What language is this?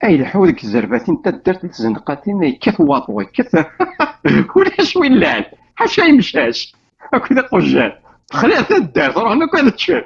Kabyle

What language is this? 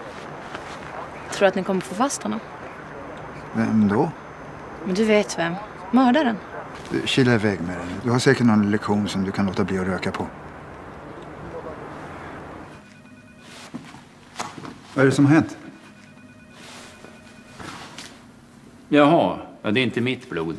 Swedish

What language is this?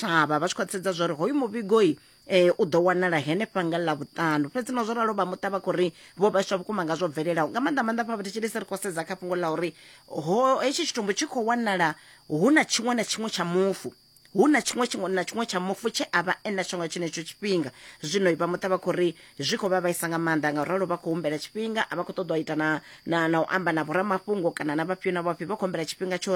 Venda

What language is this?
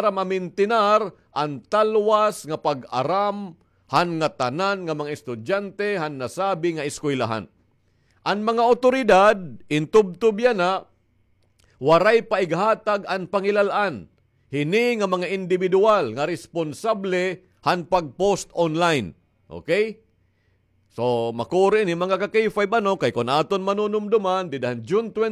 Waray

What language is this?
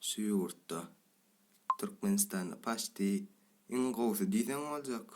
Turkmen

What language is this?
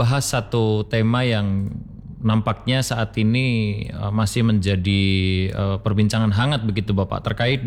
Indonesian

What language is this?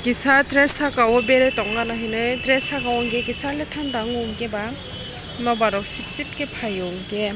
Kok Borok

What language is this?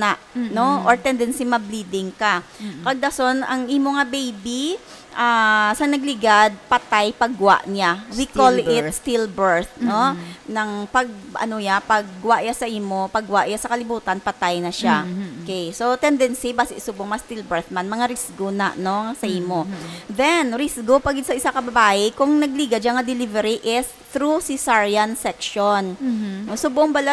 Hiligaynon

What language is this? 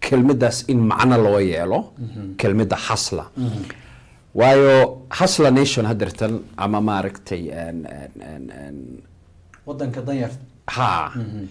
Somali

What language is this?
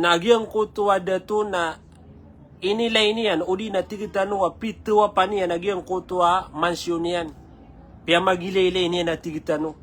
Maranao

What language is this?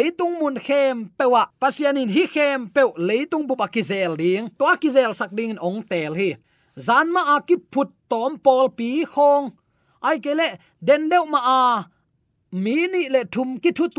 Tedim Chin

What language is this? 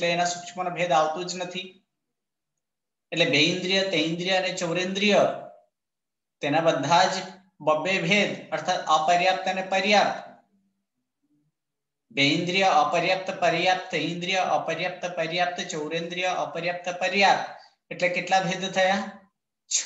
Gujarati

